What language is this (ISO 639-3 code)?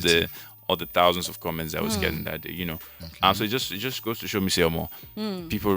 pcm